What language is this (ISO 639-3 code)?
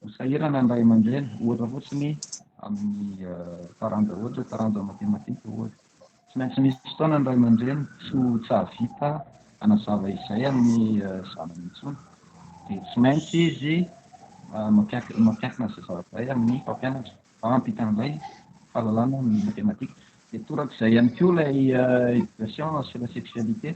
mlg